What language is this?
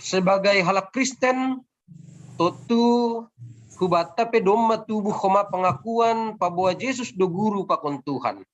Batak Simalungun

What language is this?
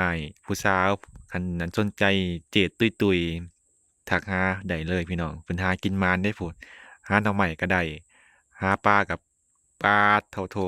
Lao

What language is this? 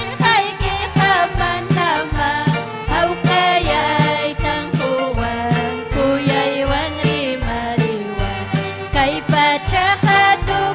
Ayacucho Quechua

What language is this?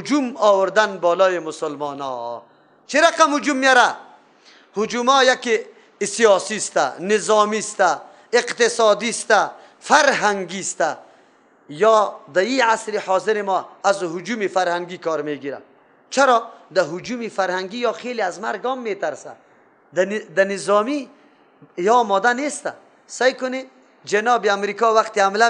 Persian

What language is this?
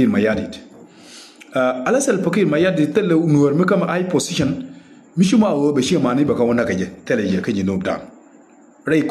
Nuer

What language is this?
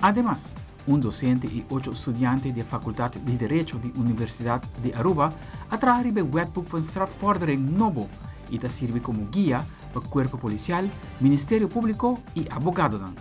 Papiamento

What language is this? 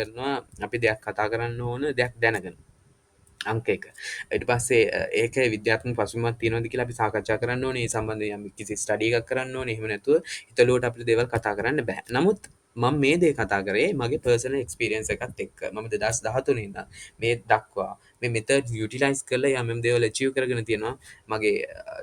Sinhala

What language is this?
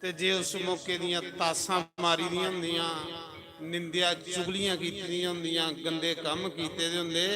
Dogri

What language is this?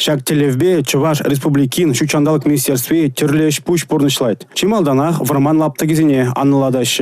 Chuvash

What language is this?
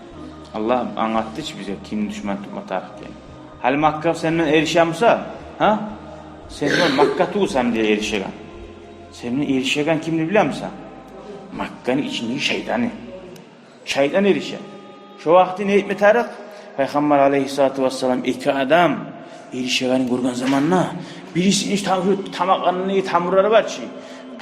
Kumyk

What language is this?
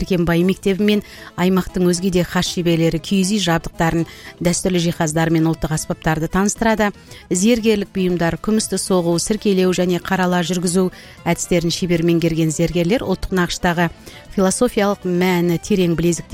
Kazakh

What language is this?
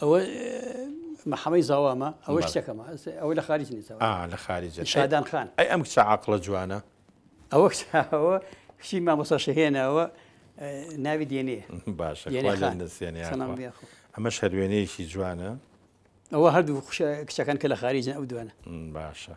Central Kurdish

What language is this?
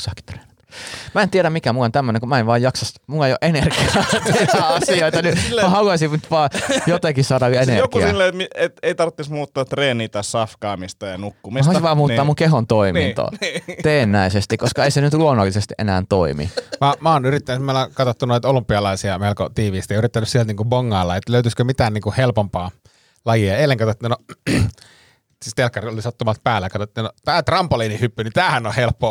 Finnish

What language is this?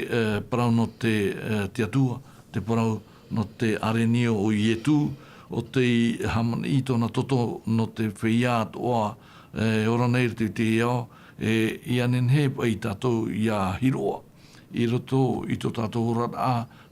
Tahitian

